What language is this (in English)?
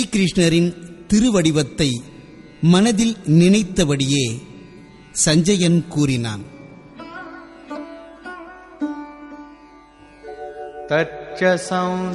Tamil